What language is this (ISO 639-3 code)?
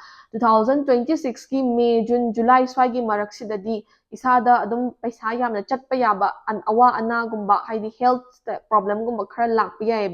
mni